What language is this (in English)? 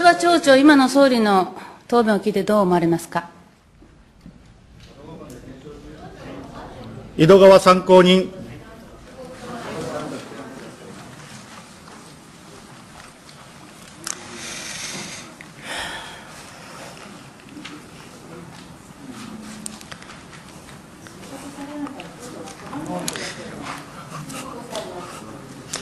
Japanese